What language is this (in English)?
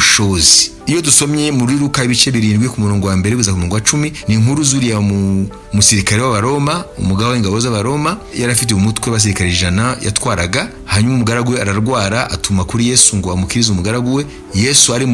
Kinyarwanda